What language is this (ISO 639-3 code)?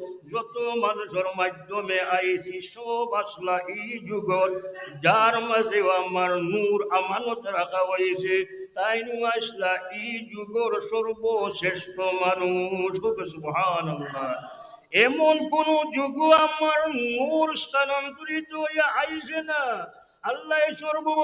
syl